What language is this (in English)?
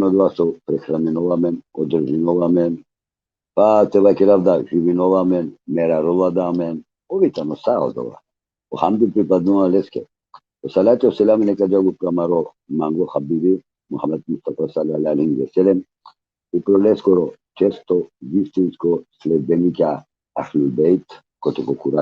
Balkan Romani